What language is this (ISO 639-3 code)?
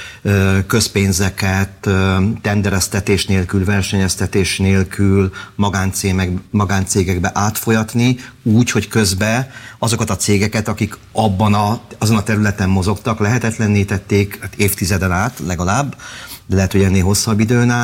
hun